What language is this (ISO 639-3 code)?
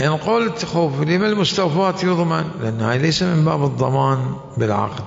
acm